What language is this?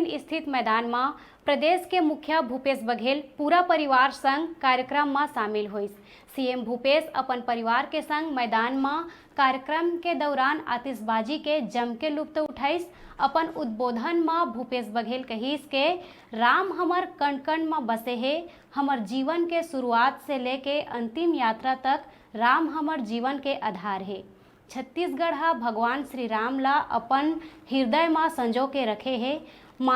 Chhattisgarhi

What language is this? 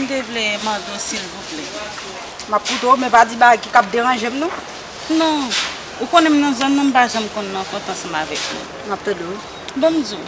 Haitian Creole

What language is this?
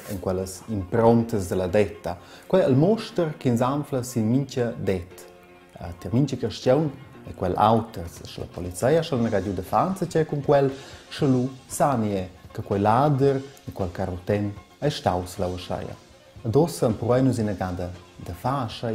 Romansh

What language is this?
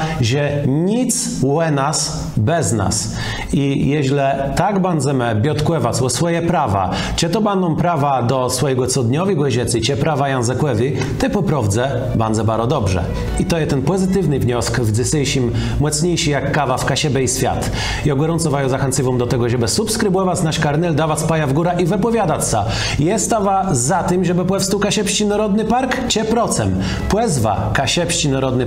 Kashubian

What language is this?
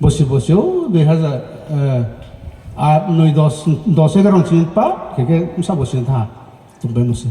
Riang (India)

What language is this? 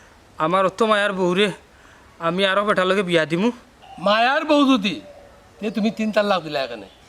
Sylheti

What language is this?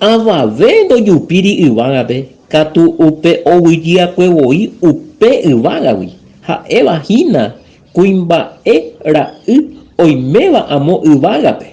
Guarani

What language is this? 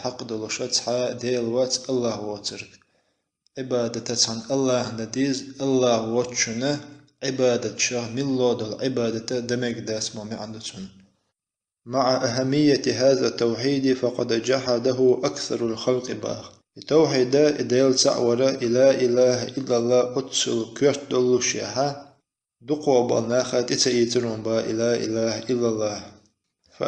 Chechen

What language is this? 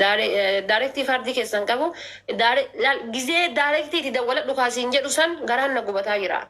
Oromo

